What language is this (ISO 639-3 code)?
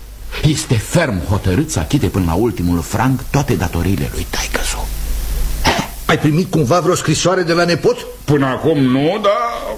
ron